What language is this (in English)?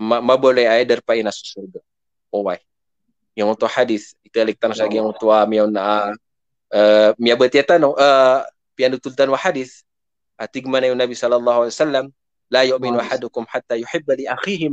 Maranao